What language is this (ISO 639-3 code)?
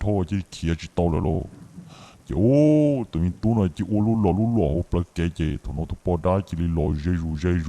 hmn